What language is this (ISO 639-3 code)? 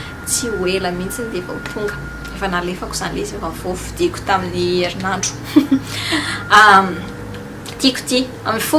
mlg